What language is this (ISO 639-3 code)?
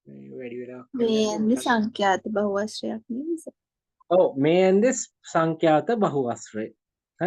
sin